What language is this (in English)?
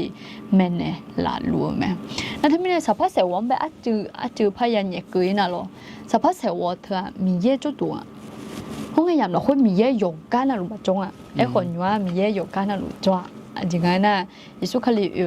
Akha